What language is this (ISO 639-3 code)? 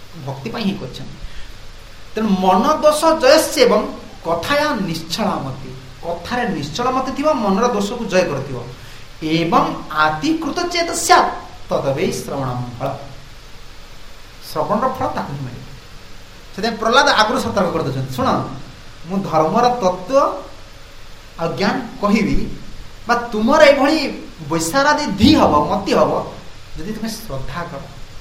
ori